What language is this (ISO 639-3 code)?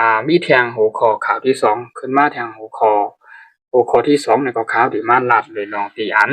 shn